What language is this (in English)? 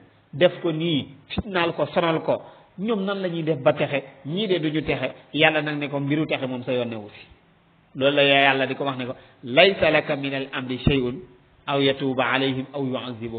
Wolof